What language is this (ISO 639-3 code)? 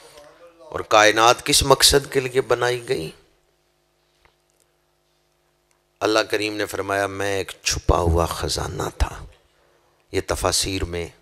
urd